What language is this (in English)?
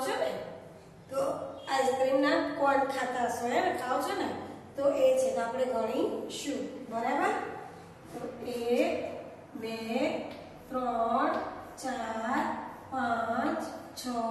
Gujarati